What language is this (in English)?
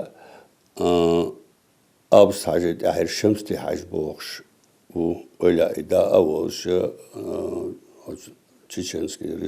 Ingush